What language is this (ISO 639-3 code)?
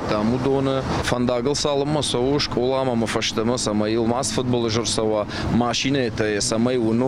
oss